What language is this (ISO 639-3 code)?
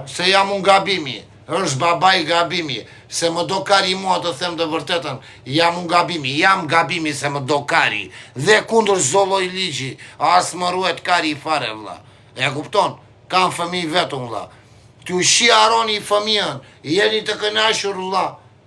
sqi